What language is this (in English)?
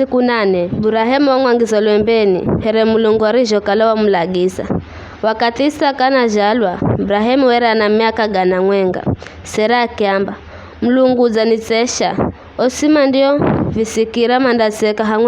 Giryama